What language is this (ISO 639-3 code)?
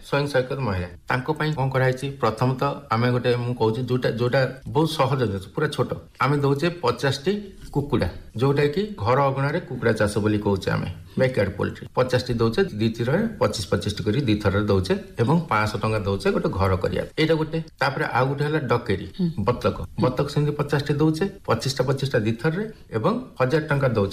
ori